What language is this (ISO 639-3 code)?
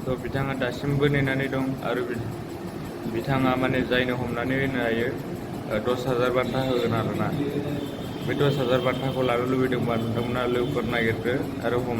brx